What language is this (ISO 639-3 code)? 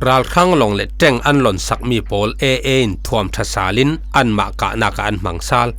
cfm